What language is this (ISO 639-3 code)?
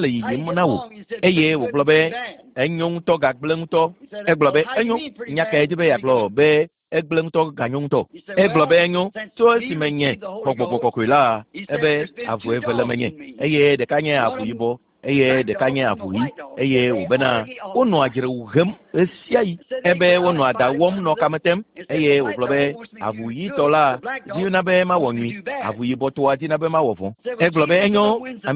ewe